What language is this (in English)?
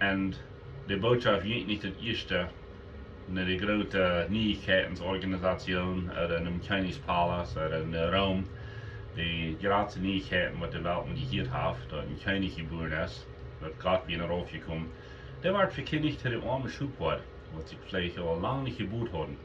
Plautdietsch